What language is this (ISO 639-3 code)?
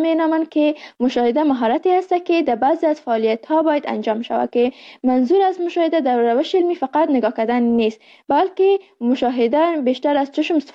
fas